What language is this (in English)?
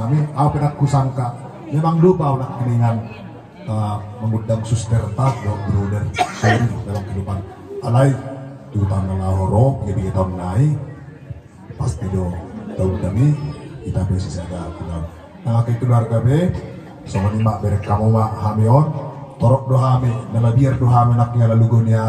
Batak Toba